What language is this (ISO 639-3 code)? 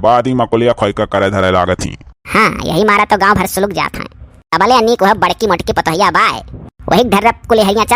awa